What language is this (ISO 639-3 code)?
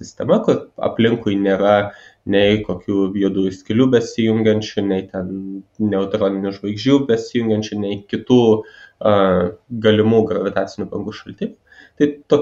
lit